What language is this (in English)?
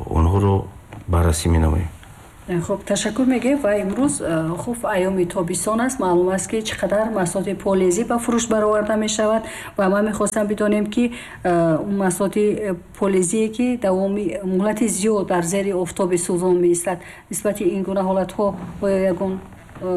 Tajik